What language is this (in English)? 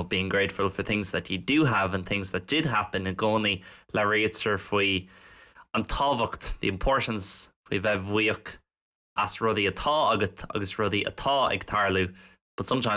Irish